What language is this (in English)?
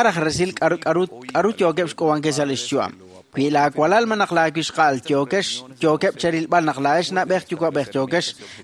Kekchí